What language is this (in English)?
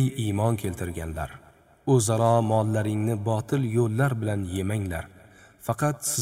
Uzbek